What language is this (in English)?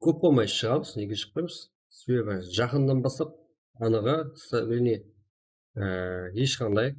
Kara-Kalpak